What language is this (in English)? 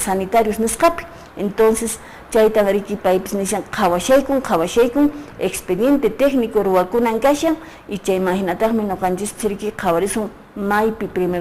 Quechua